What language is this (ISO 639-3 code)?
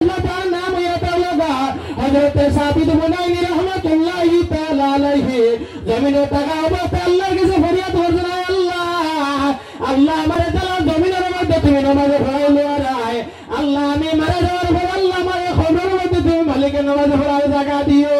syl